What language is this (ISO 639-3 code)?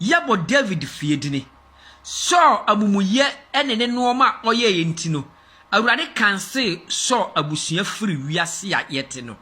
aka